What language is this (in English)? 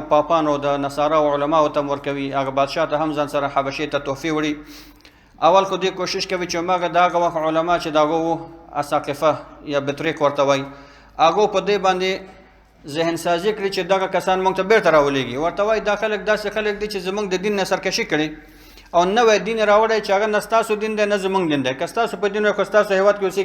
Pashto